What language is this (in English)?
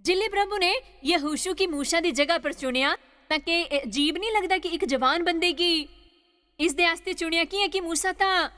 Dogri